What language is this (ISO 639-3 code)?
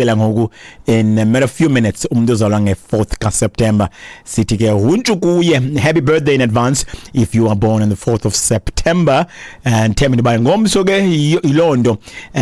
xho